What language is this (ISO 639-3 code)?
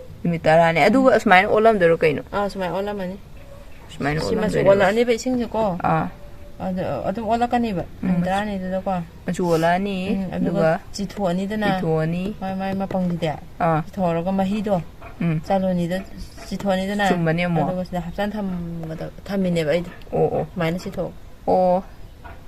mni